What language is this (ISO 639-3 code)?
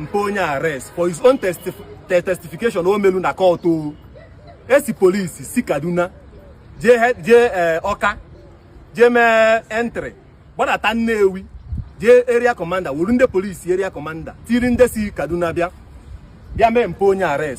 ibo